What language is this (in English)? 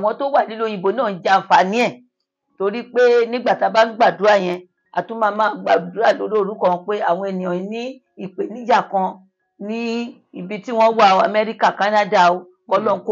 Yoruba